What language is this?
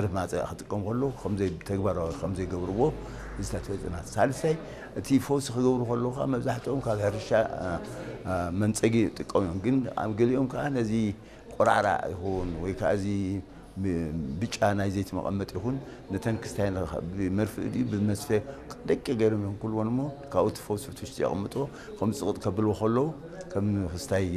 Tigrinya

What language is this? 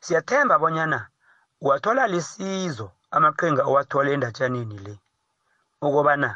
South Ndebele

